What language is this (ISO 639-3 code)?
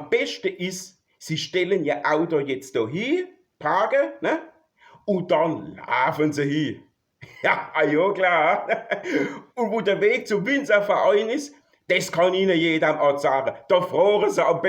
pfl